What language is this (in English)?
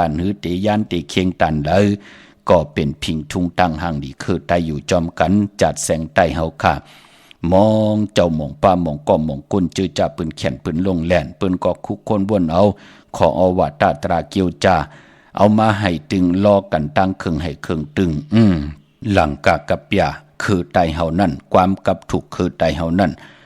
Shan